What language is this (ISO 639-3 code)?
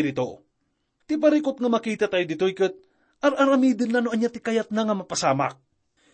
ilo